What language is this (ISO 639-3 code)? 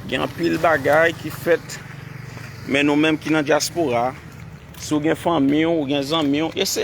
hat